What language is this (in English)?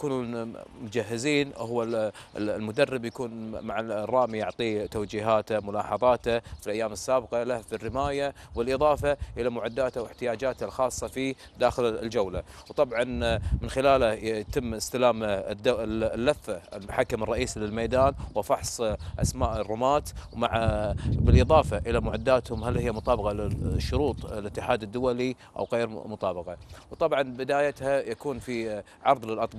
Gulf Arabic